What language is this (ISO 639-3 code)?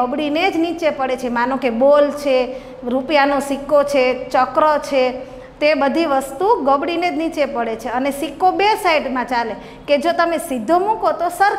guj